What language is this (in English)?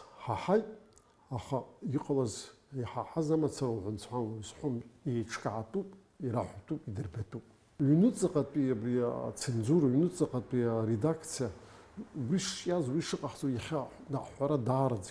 Abkhazian